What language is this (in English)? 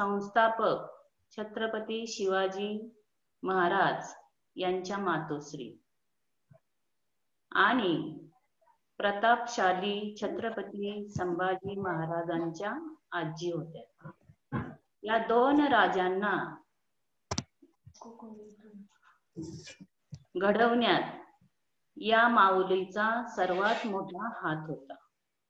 Marathi